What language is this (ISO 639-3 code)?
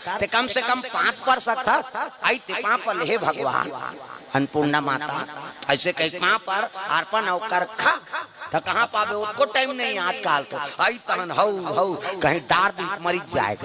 hne